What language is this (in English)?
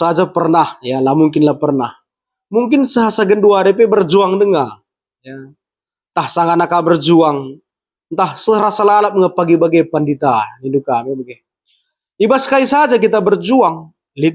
Batak Karo